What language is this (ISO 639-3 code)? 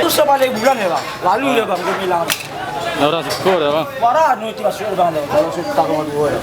min